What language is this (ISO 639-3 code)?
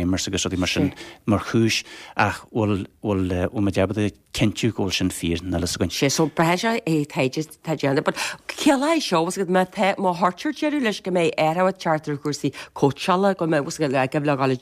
gle